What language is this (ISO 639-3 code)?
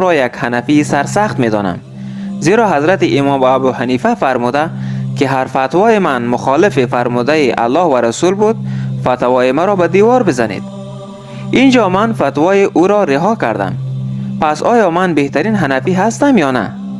tgk